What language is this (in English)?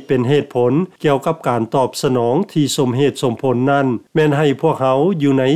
Lao